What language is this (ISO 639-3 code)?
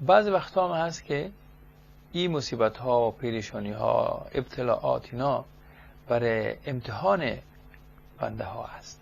fas